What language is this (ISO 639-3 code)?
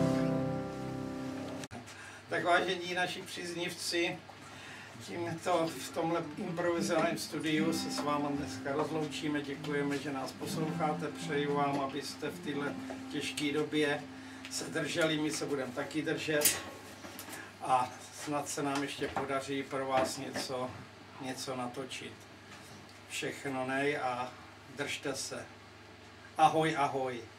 ces